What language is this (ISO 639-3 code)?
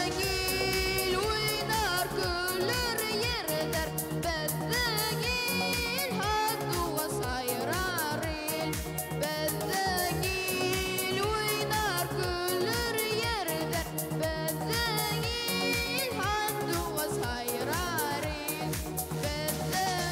bak